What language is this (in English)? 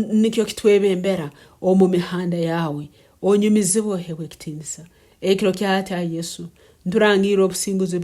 Tooro